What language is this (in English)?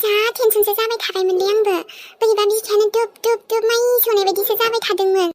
Bodo